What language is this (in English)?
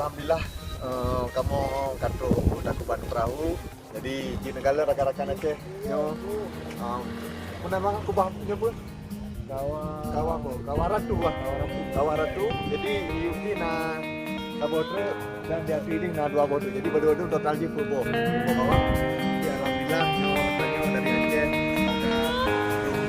Achinese